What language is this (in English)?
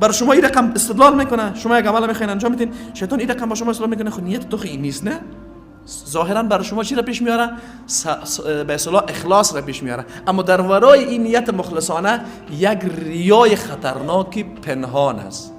Persian